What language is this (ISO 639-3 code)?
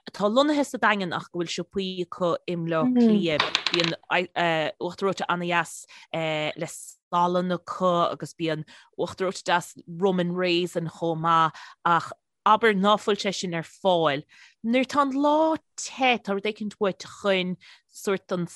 gle